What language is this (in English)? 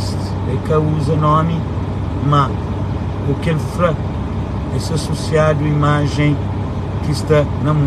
Kabuverdianu